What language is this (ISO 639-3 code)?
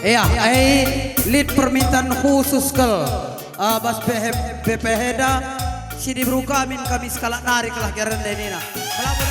btx